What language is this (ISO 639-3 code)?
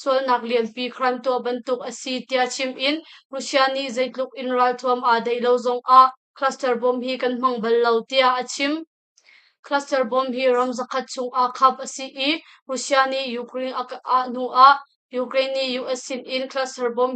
cnh